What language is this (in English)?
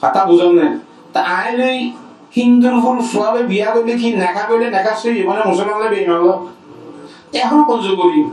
Rohingya